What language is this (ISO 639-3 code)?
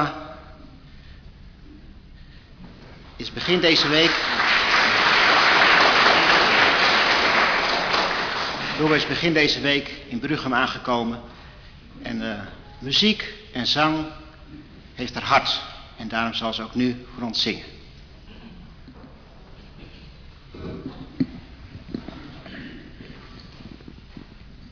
nld